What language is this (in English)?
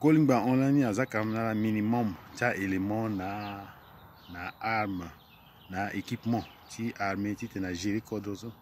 Sango